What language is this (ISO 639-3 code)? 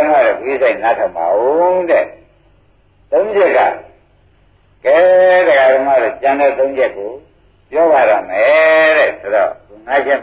mya